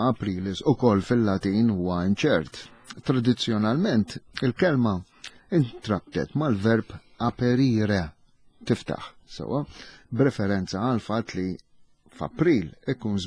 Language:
Maltese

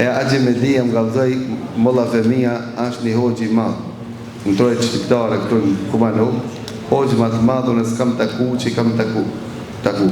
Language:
Albanian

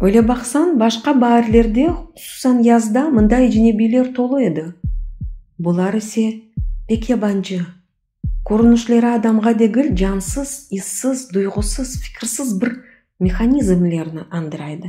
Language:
Crimean Tatar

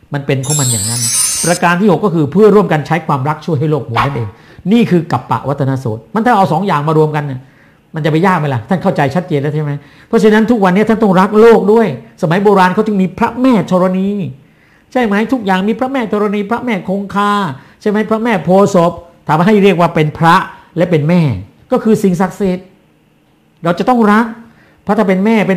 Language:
Thai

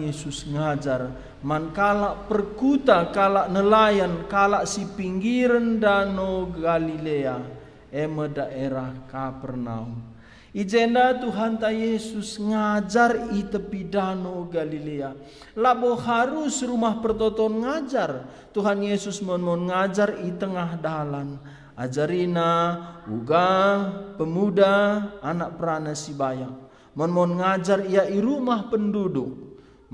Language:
Batak Karo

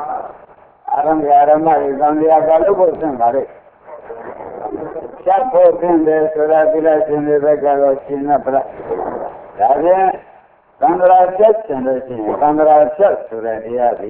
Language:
Burmese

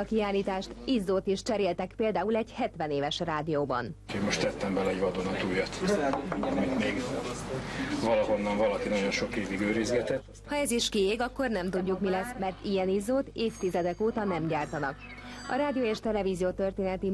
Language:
Hungarian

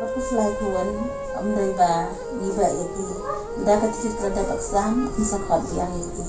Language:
Khasi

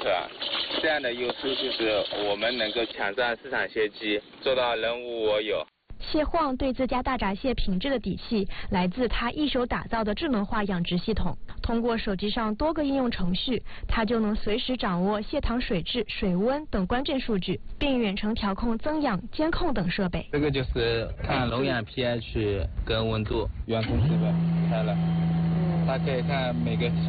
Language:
Chinese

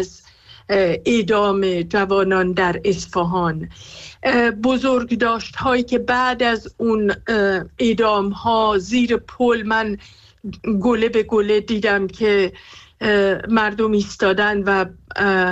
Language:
Persian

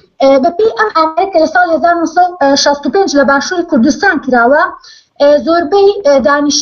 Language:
Central Kurdish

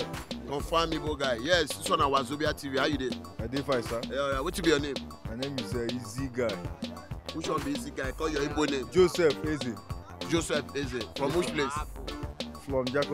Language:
Nigerian Pidgin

